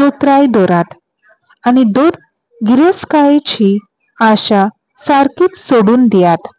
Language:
Konkani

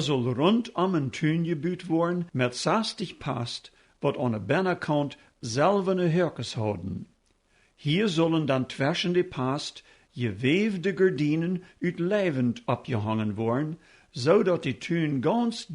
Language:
Plautdietsch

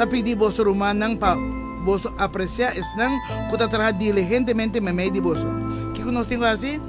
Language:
Papiamento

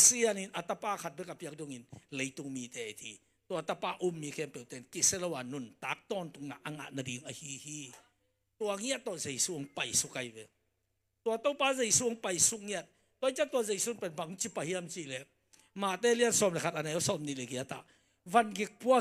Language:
Tedim Chin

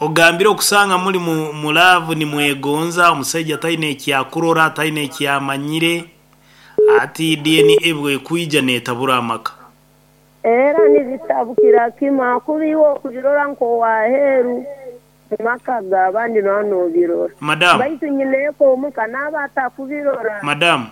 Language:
Nyankole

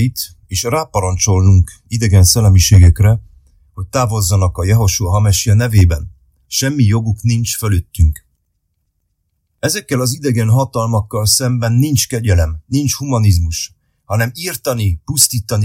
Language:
Hungarian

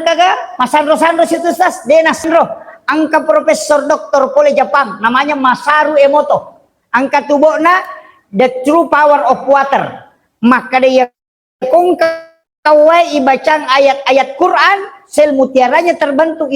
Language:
Buginese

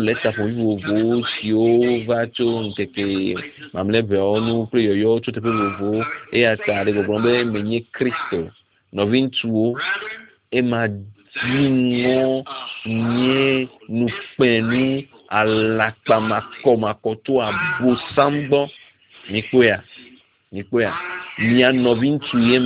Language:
Ewe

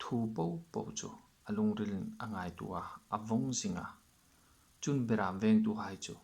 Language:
Hmar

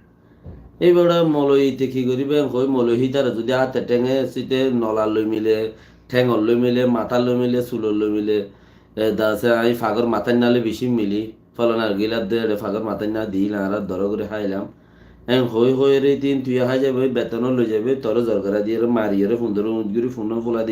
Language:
Rohingya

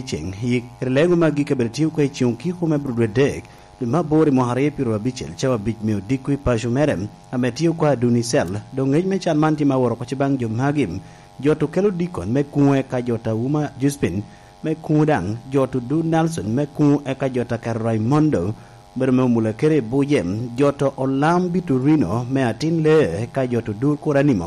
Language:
Lango (Uganda)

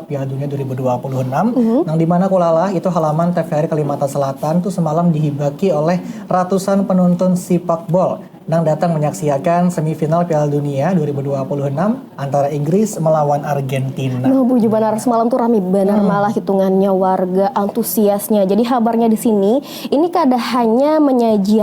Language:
Banjar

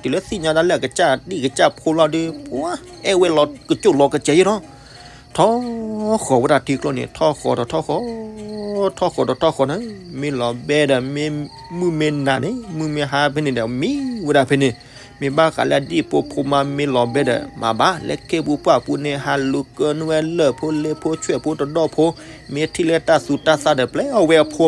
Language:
S'gaw Karen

